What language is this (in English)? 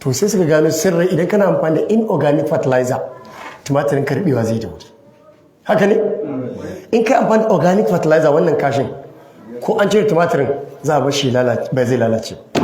Hausa